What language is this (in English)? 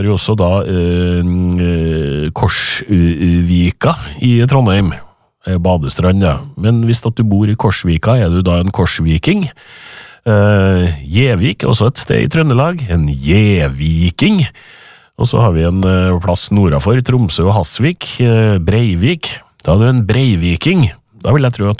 Norwegian